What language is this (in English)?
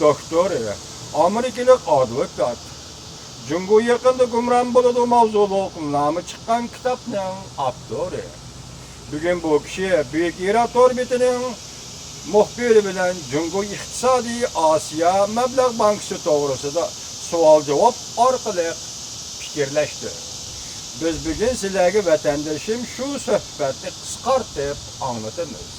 Uyghur